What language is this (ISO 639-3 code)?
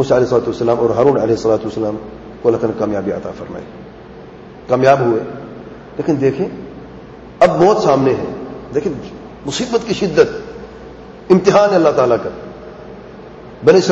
urd